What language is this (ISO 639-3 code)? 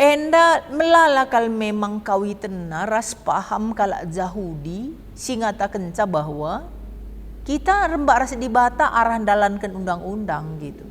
btx